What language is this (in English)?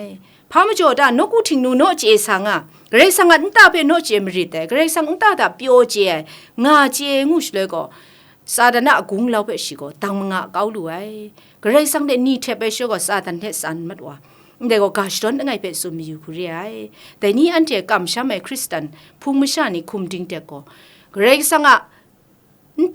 Kachin